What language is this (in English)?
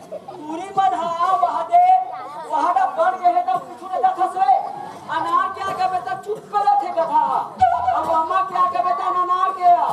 Chhattisgarhi